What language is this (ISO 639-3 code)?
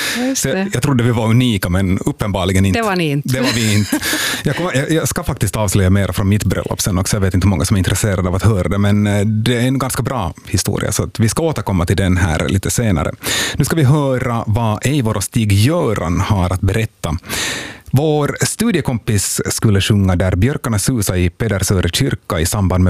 swe